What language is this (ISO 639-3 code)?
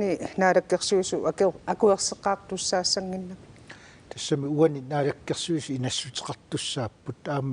kal